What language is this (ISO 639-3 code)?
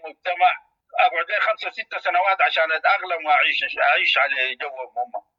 apd